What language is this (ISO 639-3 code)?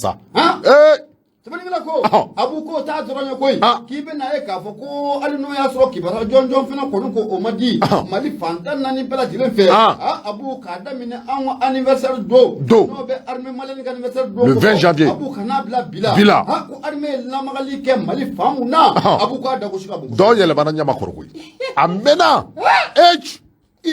bam